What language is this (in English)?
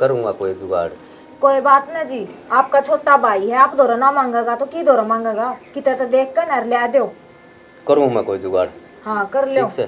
Haryanvi